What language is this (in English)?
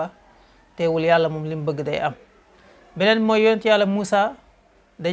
Wolof